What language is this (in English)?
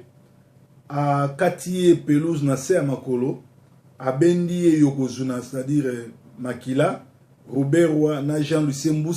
Lingala